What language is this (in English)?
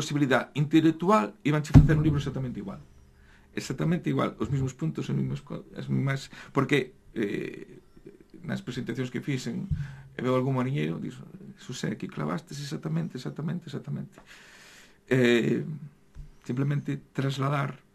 Galician